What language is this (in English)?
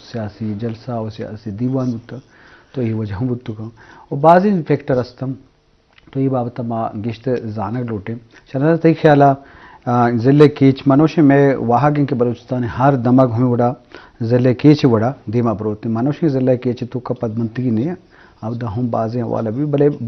Eastern Balochi